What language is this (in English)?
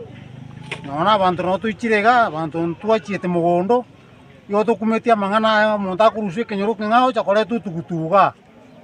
Gusii